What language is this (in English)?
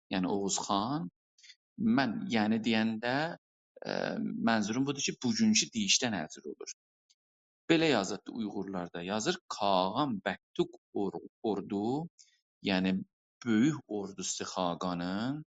South Azerbaijani